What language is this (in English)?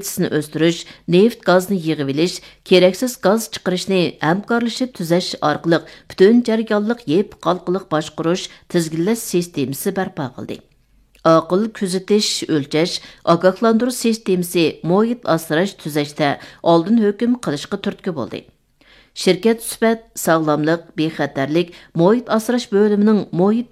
Uyghur